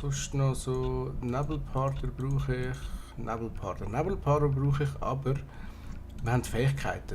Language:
Swiss German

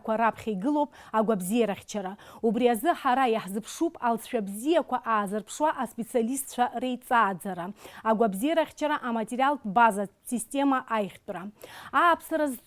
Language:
Abkhazian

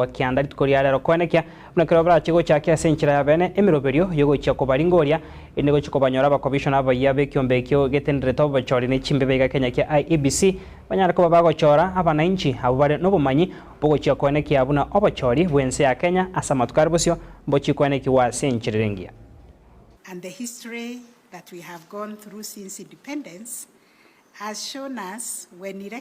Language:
Gusii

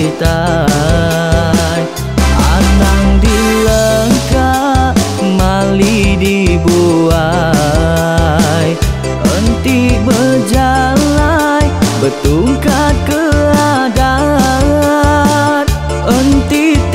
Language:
Iban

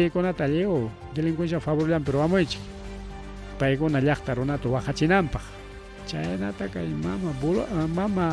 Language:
Ayacucho Quechua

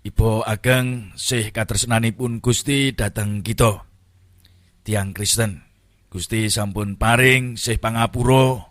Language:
Javanese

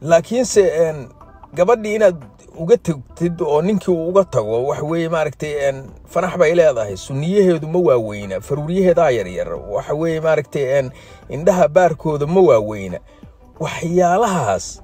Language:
Somali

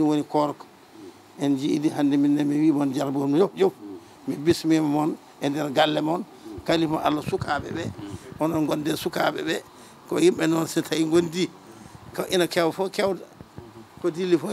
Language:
Fula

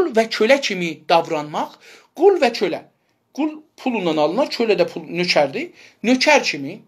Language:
South Azerbaijani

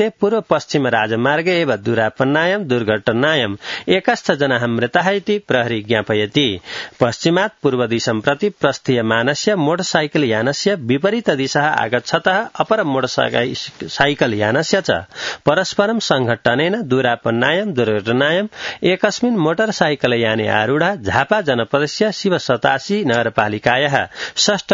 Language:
Sanskrit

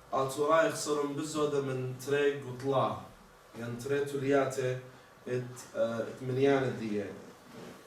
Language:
Assyrian Neo-Aramaic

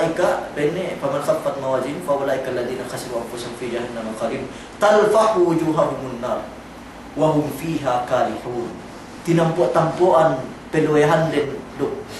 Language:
Yakan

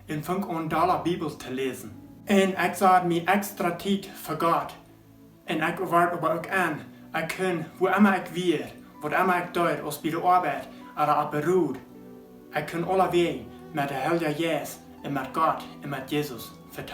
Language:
Plautdietsch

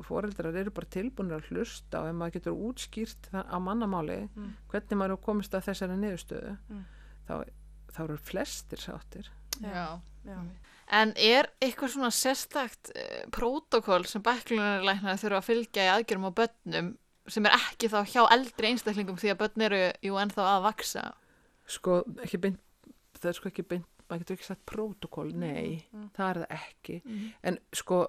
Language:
Icelandic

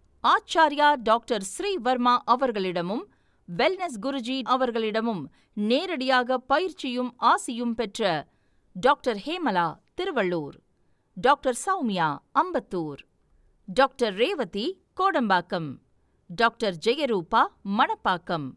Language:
Tamil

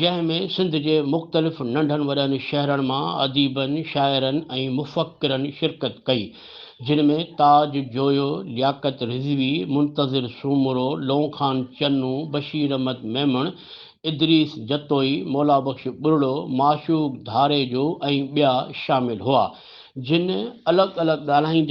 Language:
Sindhi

